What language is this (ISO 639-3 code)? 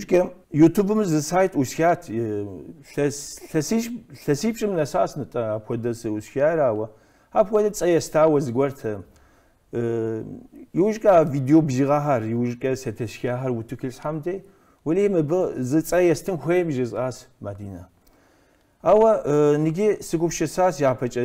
kbd